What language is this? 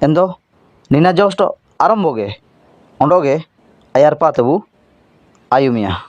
Ho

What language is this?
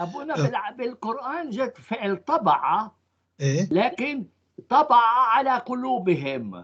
North Levantine Arabic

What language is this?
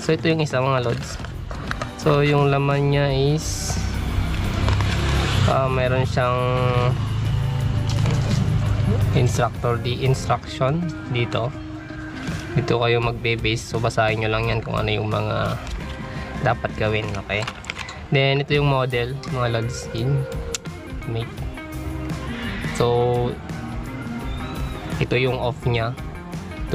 Filipino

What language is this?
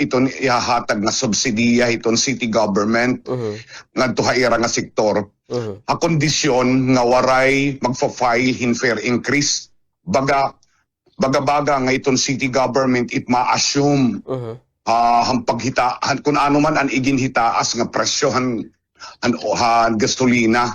Waray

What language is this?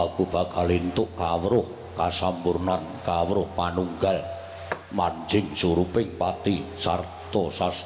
Javanese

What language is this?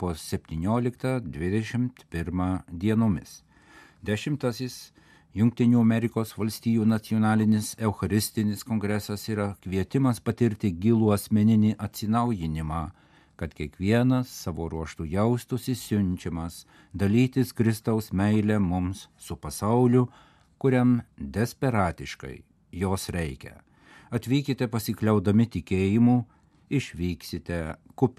Lithuanian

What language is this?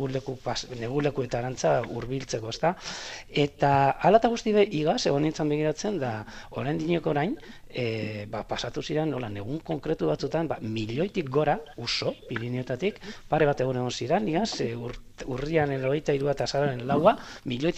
Basque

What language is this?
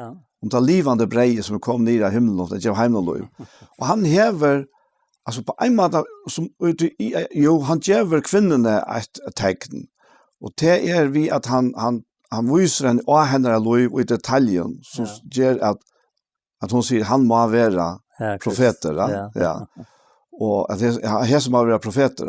Faroese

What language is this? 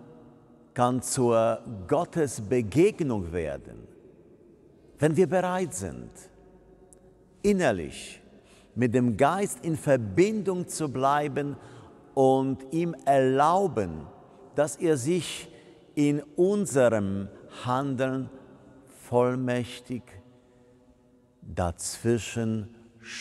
German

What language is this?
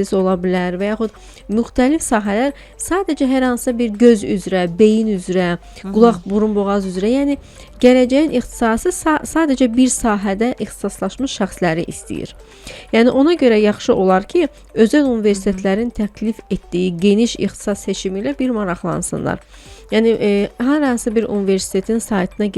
Azerbaijani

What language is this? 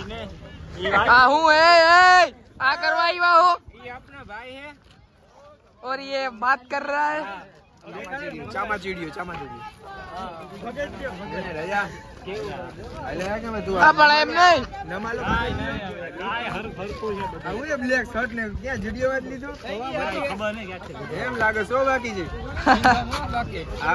Gujarati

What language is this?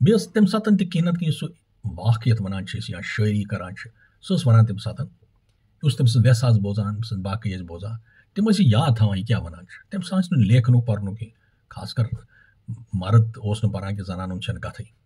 Kashmiri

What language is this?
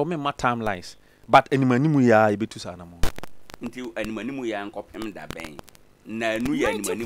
Akan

